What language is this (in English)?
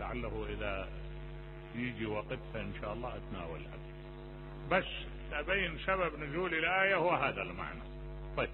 Mesopotamian Arabic